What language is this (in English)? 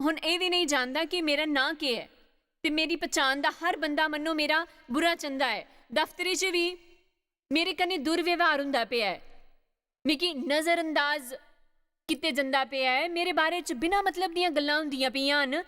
Dogri